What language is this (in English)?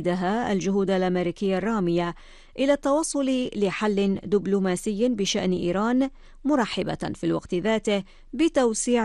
Arabic